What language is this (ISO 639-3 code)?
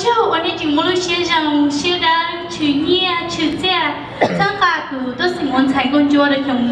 hmn